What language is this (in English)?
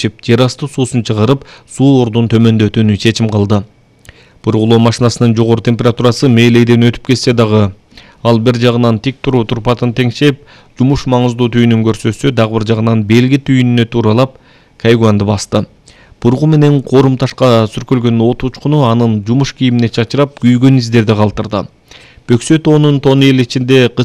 Kyrgyz